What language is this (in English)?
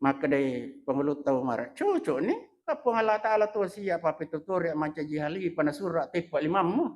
Buginese